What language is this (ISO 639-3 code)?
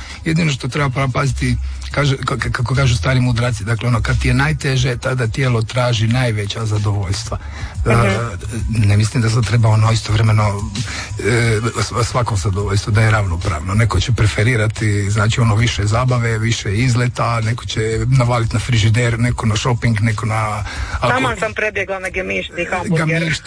hrv